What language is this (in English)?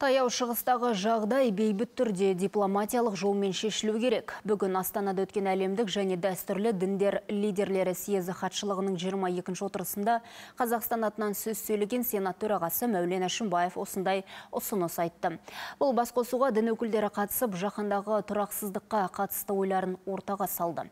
Kazakh